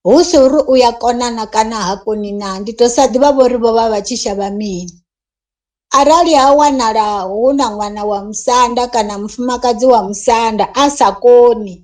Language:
Venda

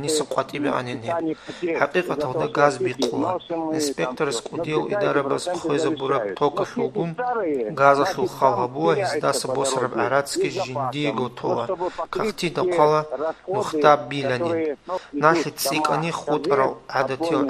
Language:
Avaric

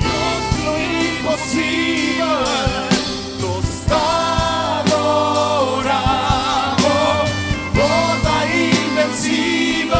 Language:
Papiamento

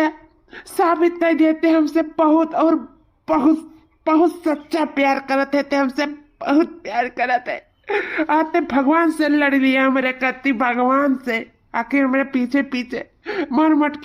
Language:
Awadhi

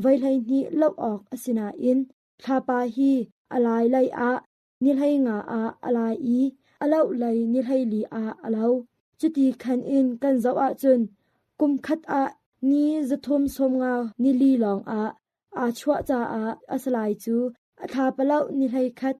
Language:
Hakha Chin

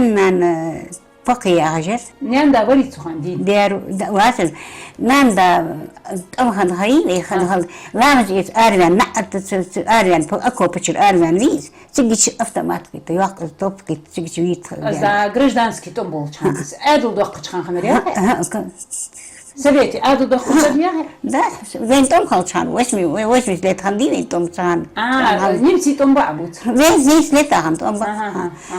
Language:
Ingush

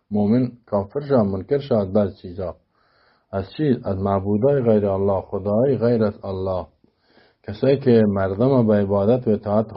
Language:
Persian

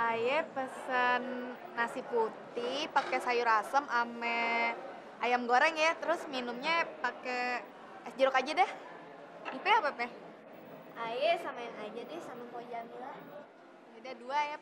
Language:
Betawi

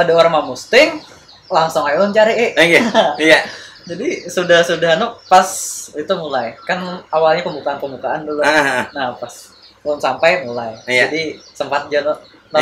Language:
Banjar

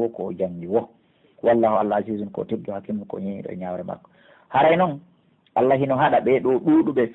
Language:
Pular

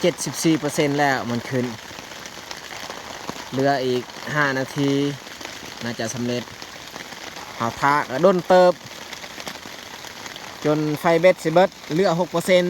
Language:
Lao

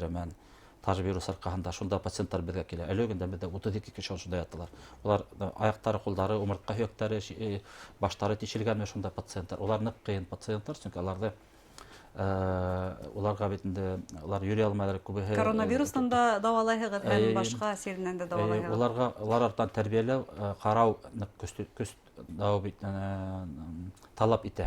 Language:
Bashkir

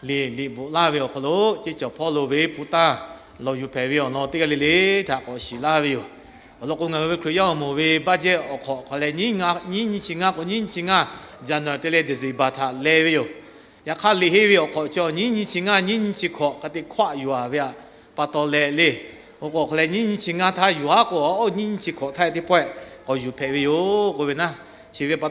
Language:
Lahu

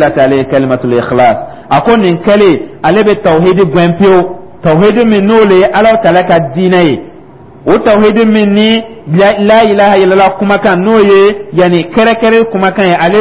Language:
Dyula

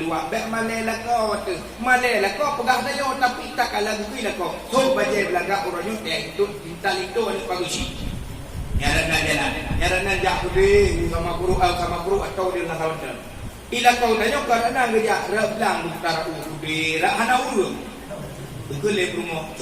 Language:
Achinese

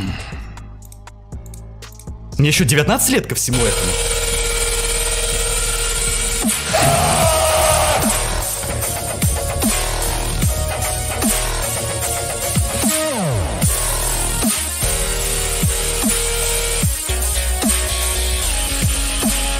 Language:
Russian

